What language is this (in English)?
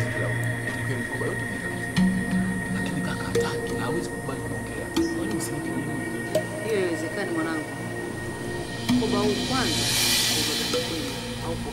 Swahili